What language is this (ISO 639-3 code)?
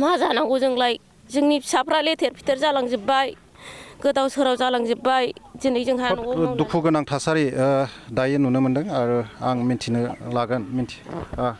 brx